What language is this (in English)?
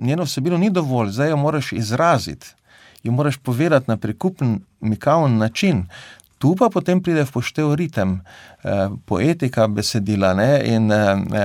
Slovenian